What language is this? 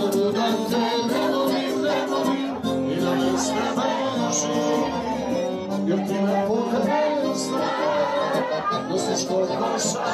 Serbian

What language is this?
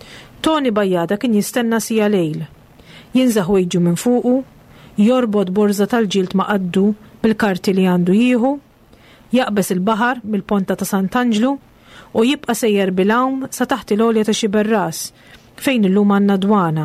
Maltese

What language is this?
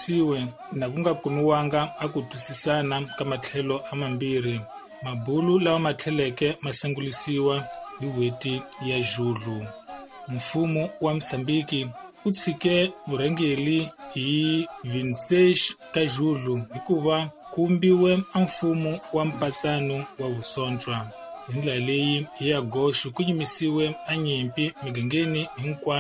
Tsonga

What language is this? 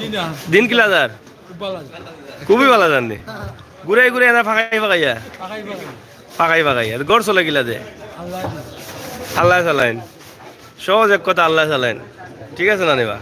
Sylheti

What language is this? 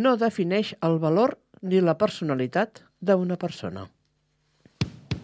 Catalan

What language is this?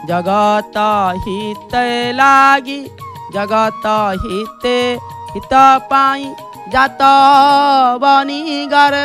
Odia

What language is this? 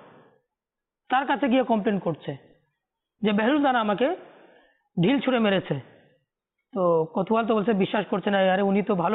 Bangla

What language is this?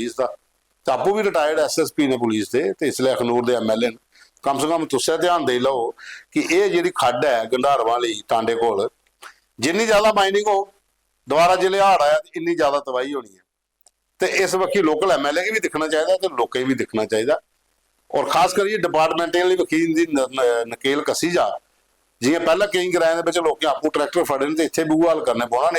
Dogri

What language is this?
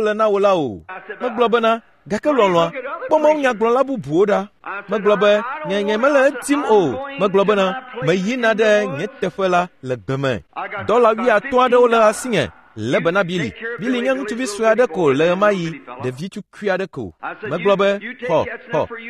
Ewe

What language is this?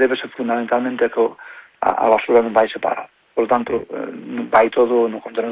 Galician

